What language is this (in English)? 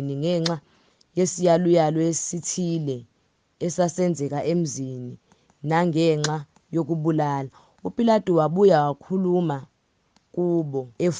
Zulu